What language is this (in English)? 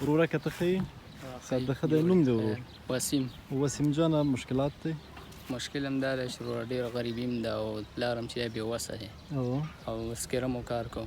Pashto